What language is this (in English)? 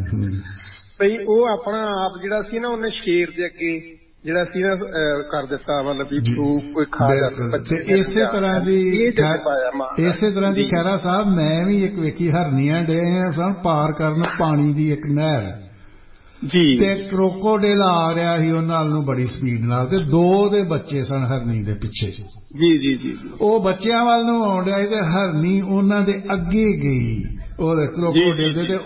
Punjabi